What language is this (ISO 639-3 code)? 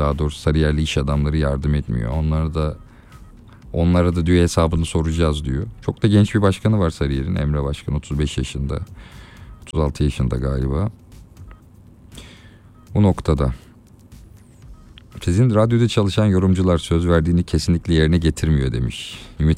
tur